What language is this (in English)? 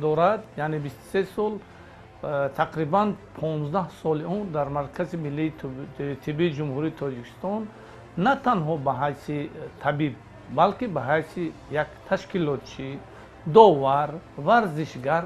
Tajik